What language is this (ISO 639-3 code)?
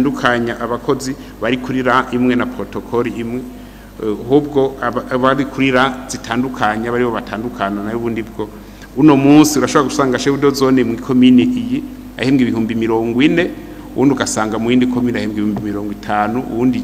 run